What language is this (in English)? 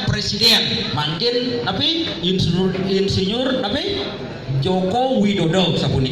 Balinese